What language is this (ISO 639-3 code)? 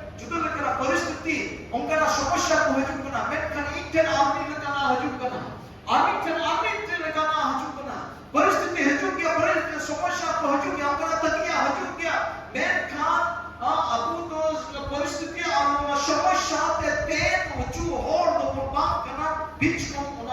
sat